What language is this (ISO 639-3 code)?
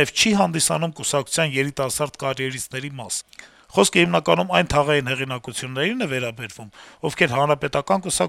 hye